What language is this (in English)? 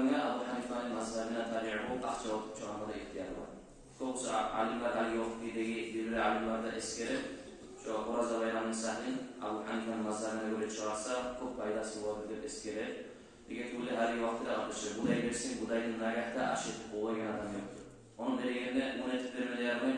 Kumyk